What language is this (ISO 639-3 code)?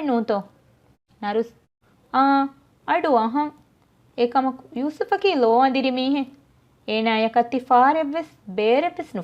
div